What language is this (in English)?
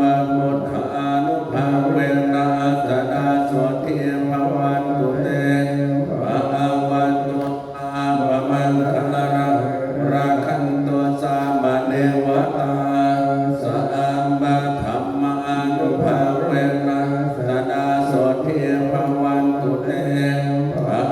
Pali